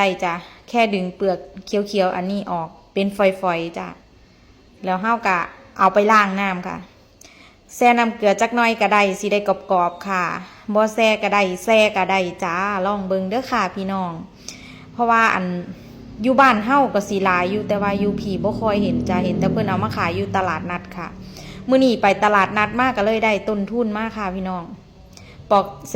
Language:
Northeastern Thai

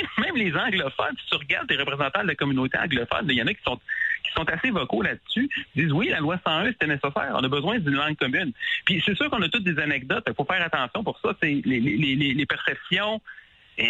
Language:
French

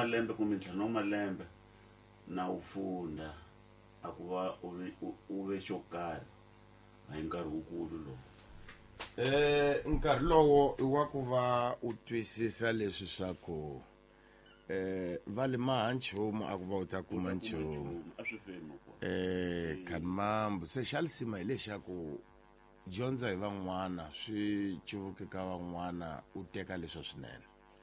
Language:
Tsonga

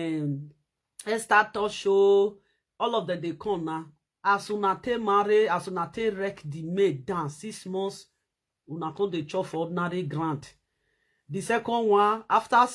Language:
Nigerian Pidgin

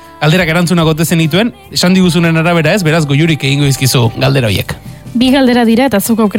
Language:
Basque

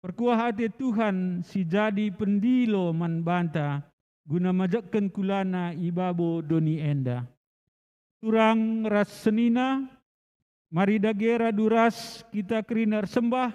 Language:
Batak Karo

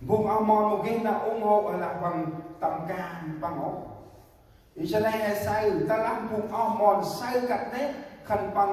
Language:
Central Mnong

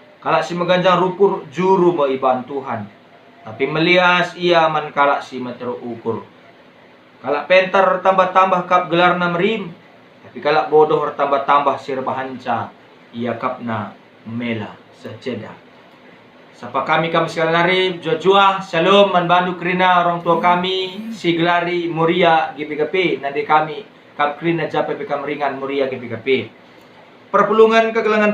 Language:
Batak Karo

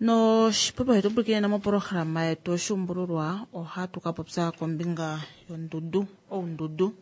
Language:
Kuanyama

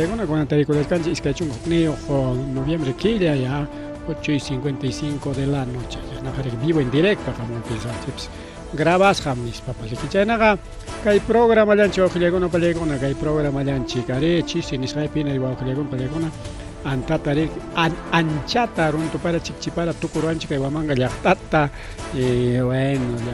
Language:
Ayacucho Quechua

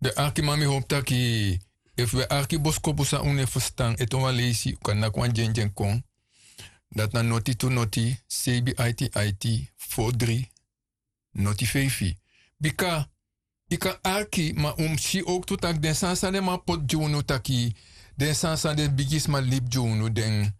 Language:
Sranan Tongo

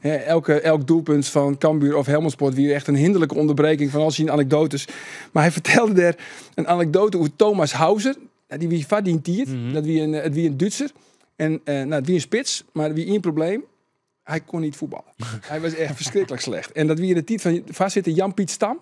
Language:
Western Frisian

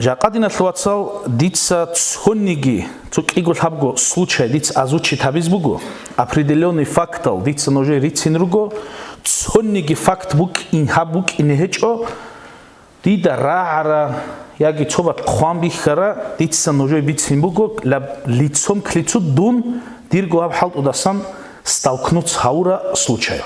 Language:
Avaric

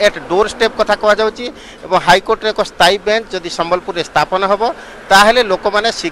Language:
Odia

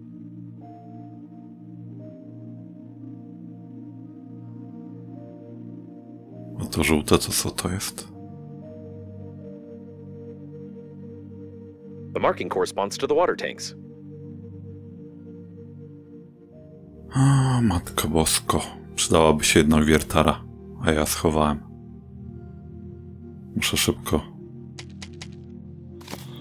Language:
Polish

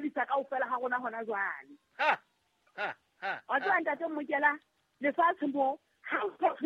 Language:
Southern Sotho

